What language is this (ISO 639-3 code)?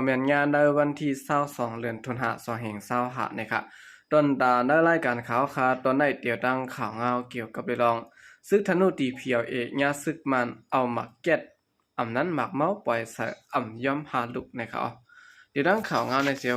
shn